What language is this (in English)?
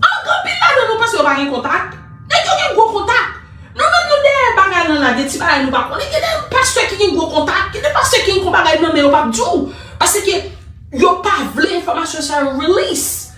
Haitian Creole